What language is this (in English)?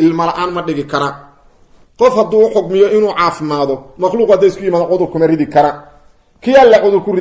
Somali